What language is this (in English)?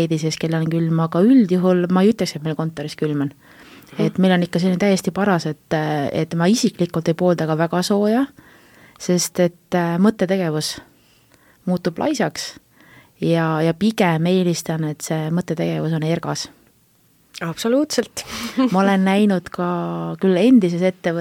Estonian